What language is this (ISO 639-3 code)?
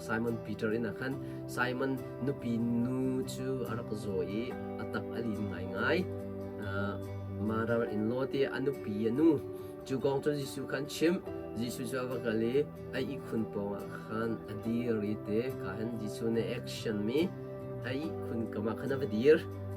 cnh